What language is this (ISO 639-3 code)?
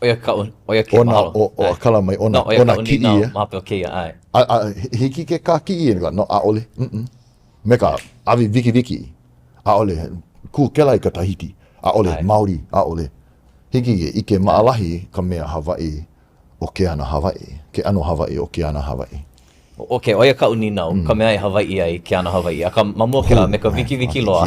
haw